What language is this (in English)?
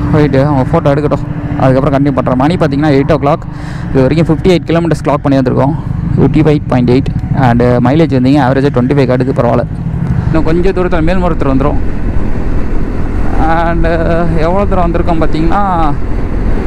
Tamil